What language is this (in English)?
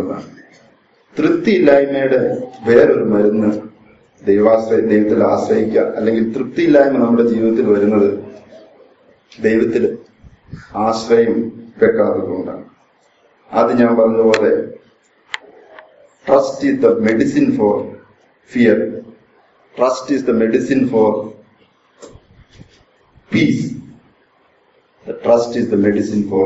Malayalam